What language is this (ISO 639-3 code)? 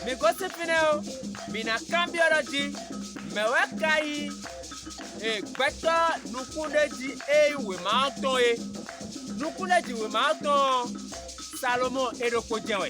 fon